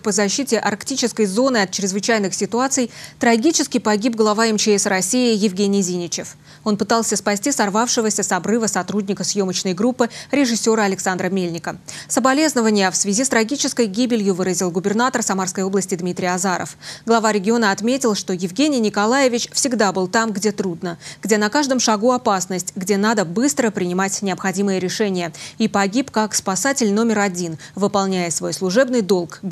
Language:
Russian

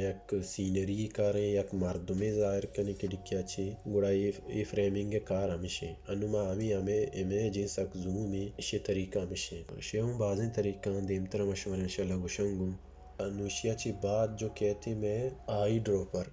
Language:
Baluchi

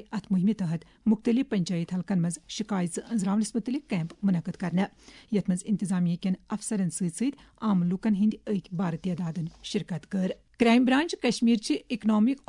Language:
Kashmiri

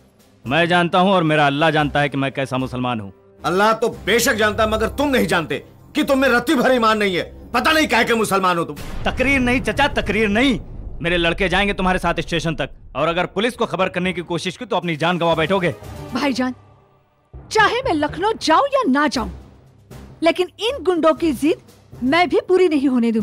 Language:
Hindi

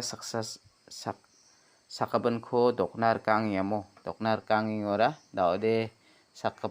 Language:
Garo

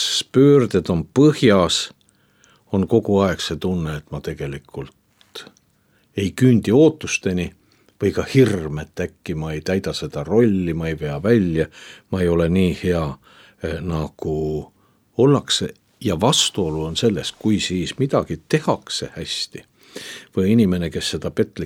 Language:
Estonian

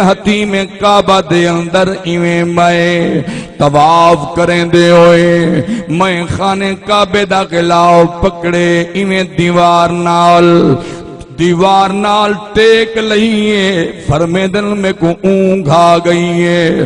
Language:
Saraiki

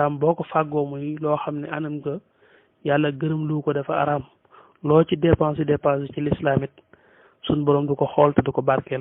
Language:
Wolof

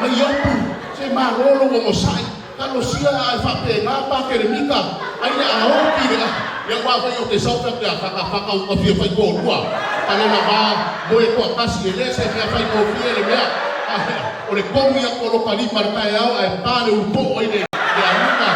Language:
Samoan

